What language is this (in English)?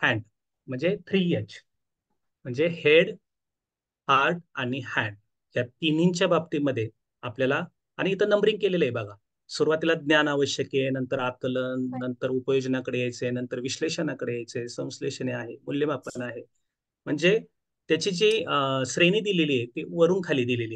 Marathi